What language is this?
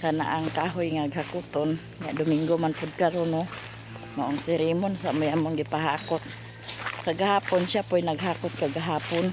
Cebuano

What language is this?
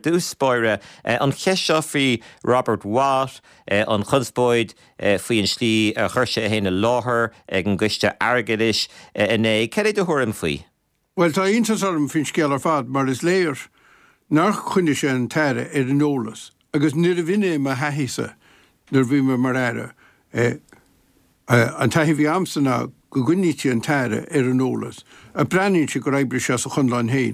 Irish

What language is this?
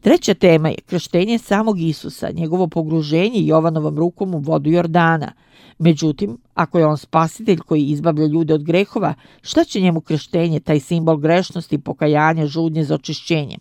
Serbian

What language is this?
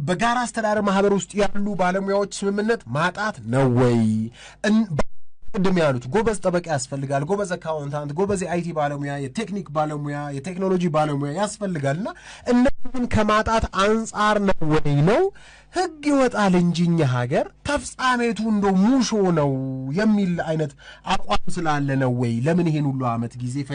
Amharic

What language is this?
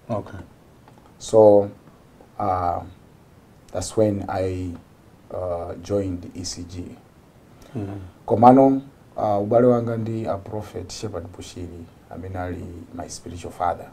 Nyanja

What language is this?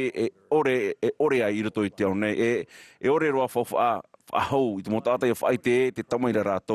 Tahitian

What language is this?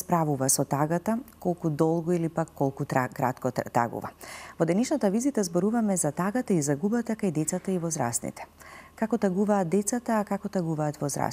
Macedonian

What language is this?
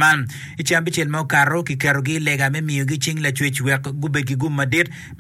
Acoli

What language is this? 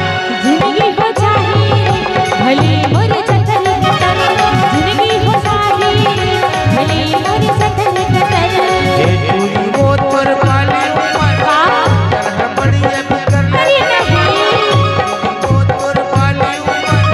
Chhattisgarhi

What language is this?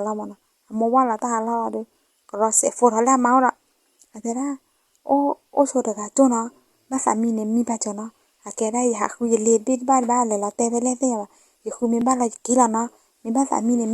S'gaw Karen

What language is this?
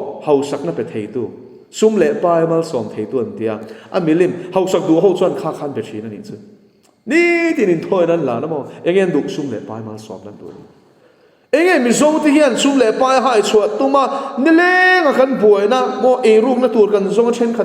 Mizo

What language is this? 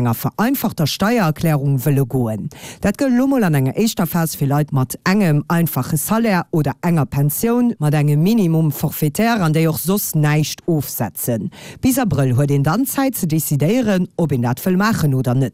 Luxembourgish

